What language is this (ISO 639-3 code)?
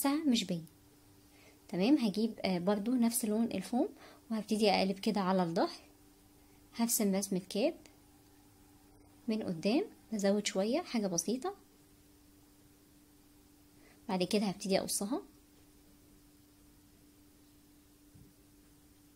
arz